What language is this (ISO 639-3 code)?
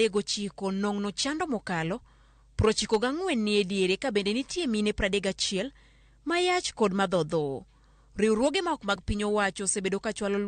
luo